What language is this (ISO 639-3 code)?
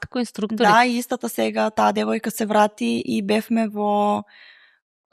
mkd